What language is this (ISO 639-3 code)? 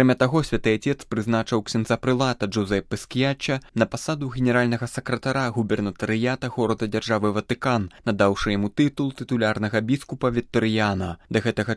bel